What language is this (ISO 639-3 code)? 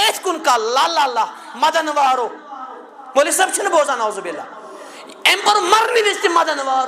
kas